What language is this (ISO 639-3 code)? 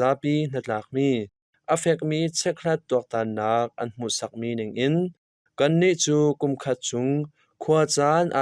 cnh